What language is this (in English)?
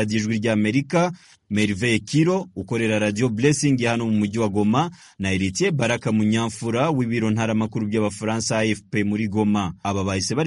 Kinyarwanda